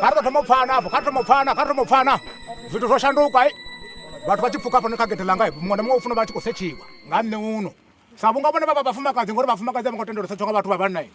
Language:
Venda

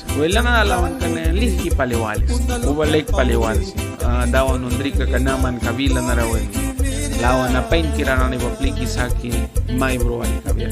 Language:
Mískito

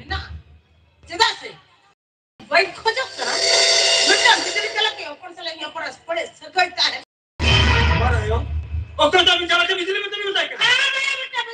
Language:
Santali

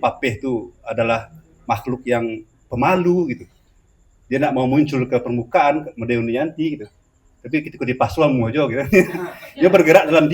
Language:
Minangkabau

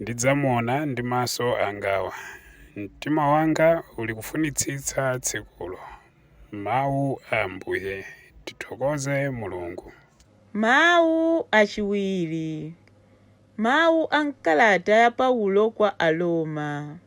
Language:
Nyanja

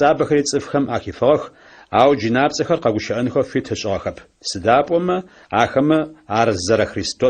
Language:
Adyghe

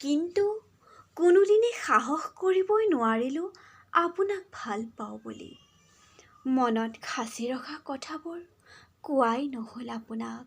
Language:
Assamese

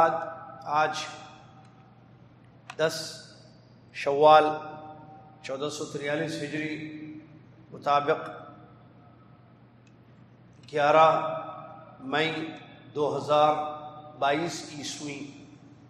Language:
Urdu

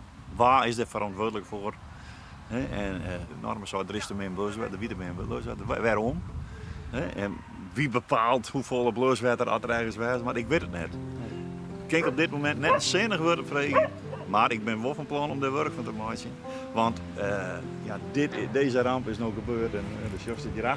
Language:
Western Frisian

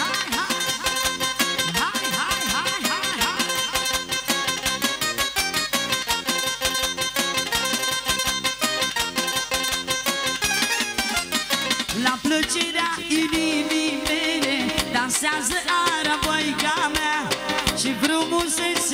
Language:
Romanian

